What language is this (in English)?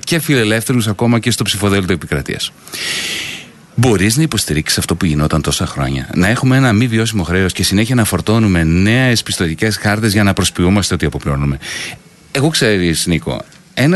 Greek